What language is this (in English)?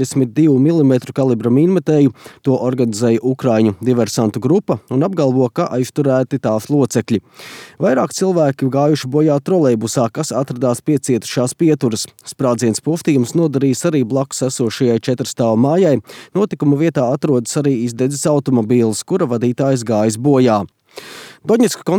Latvian